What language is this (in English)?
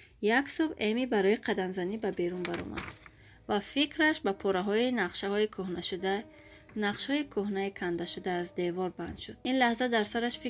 Persian